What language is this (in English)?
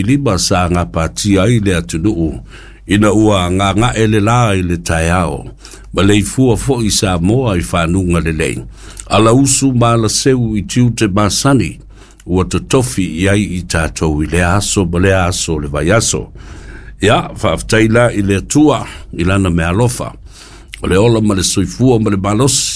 Samoan